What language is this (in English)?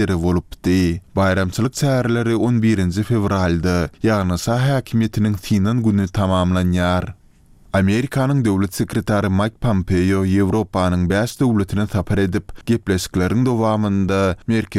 Turkmen